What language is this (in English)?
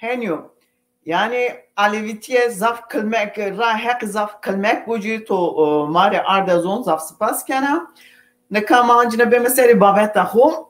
Zaza